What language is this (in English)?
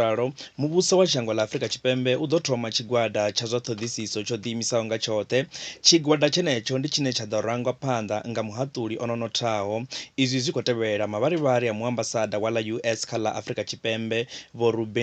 Venda